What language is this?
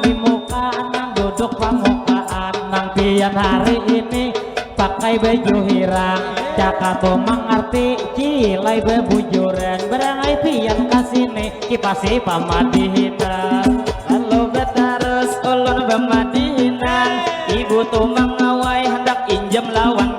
Banjar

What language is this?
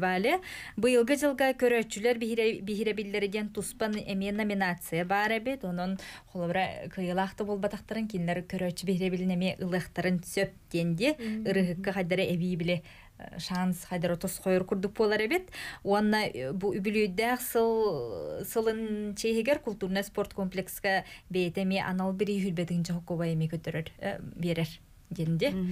Yakut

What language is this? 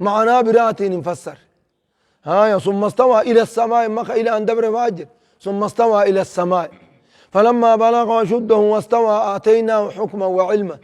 Oromo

